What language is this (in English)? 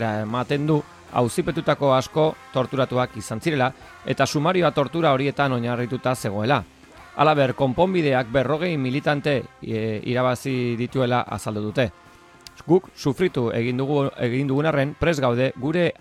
Basque